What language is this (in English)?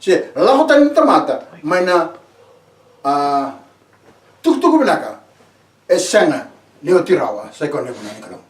Fijian